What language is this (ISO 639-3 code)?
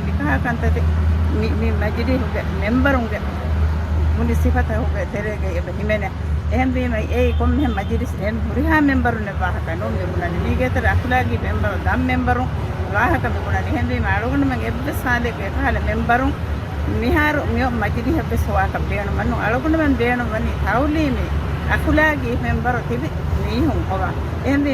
div